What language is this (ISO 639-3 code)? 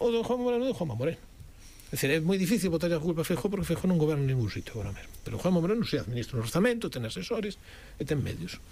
glg